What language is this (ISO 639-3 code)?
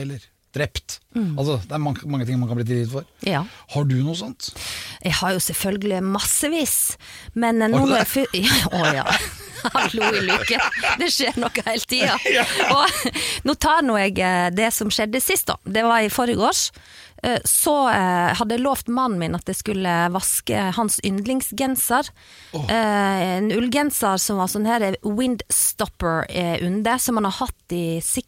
nor